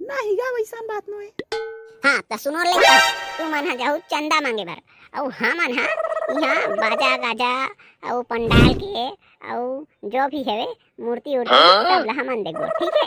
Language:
Chhattisgarhi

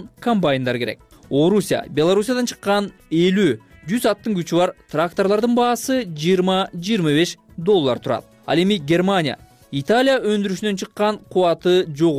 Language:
Kyrgyz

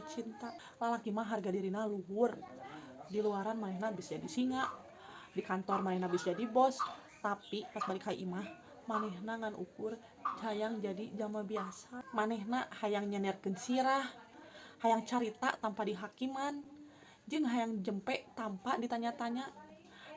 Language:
Sundanese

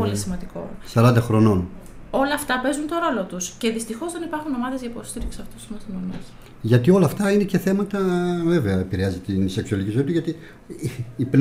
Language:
Greek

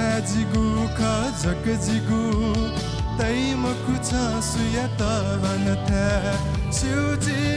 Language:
Newari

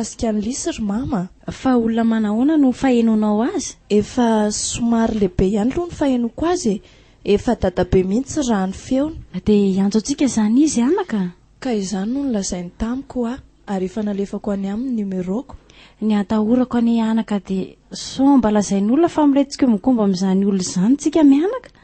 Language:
Malagasy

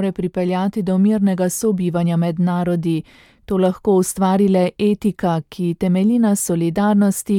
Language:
Slovenian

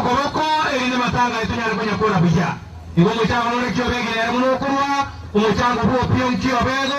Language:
Gusii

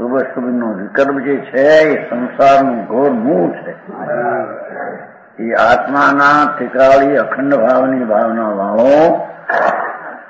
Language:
Gujarati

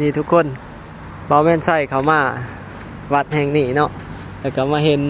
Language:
Lao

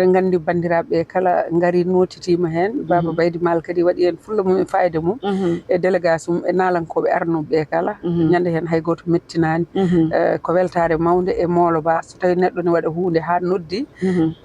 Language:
Fula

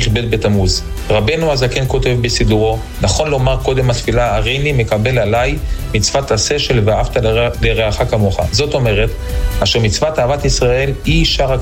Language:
Hebrew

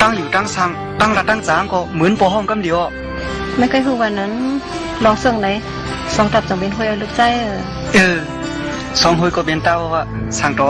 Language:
Shan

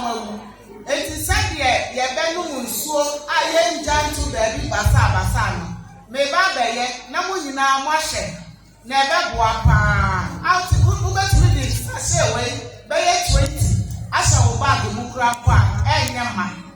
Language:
Akan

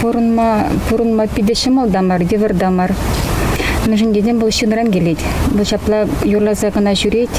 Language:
Chuvash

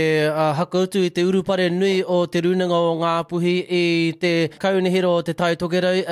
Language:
Māori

